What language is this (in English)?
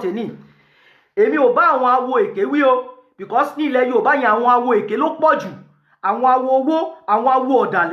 Yoruba